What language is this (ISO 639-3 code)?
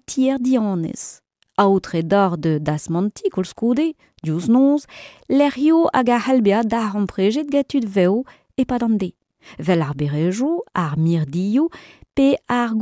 bre